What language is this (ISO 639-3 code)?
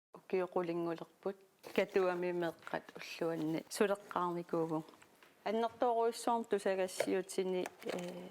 kal